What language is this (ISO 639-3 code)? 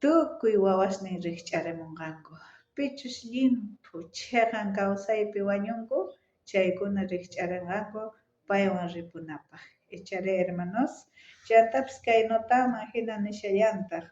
quh